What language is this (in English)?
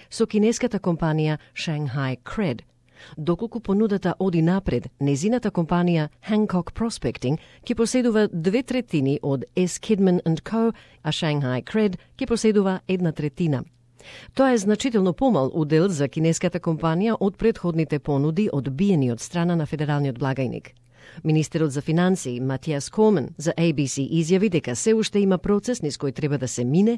Macedonian